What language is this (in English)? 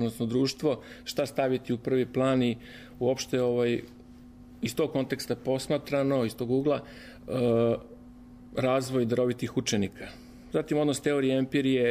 Serbian